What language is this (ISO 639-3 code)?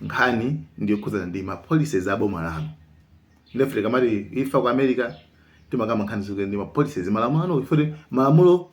nya